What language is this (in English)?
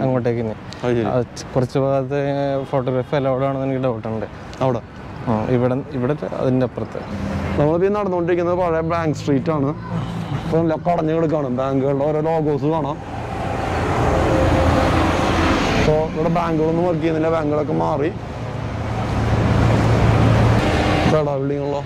Malayalam